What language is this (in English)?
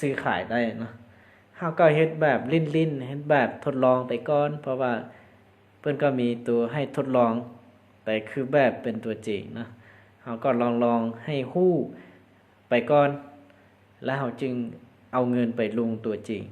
Lao